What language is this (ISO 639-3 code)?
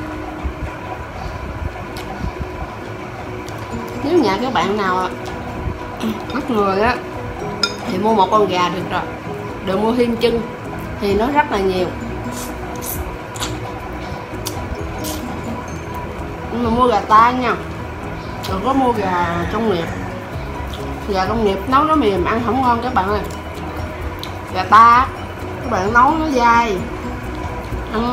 vie